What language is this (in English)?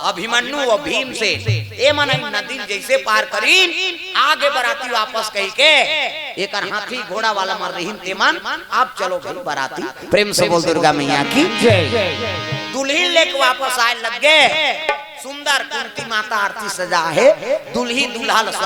Chhattisgarhi